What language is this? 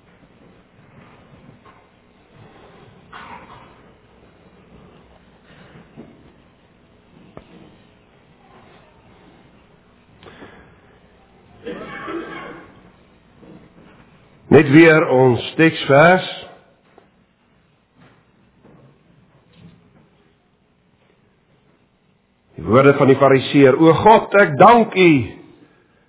Afrikaans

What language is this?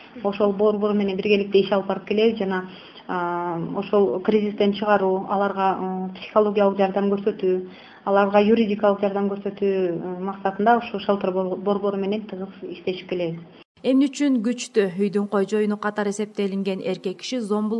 Kyrgyz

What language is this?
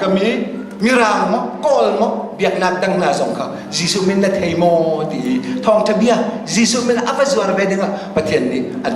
Hakha Chin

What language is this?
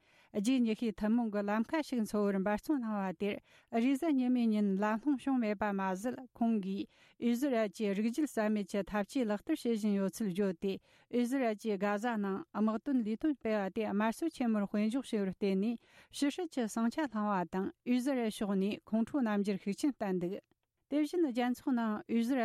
Tibetan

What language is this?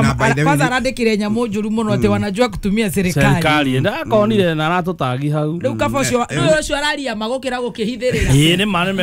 Kikuyu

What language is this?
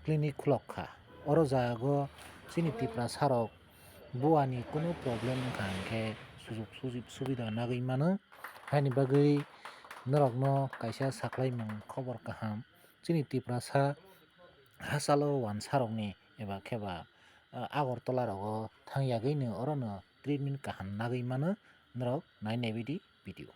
Kok Borok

